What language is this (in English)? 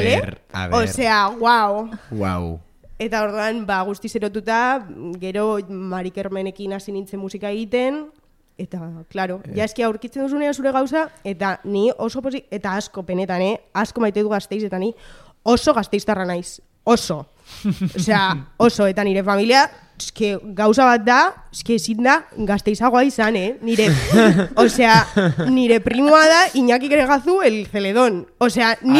Basque